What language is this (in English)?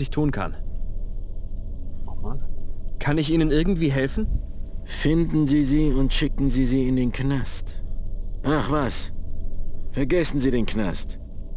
German